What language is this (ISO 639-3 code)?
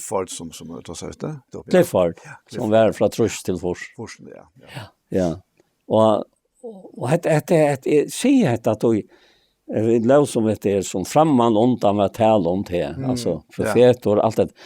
fao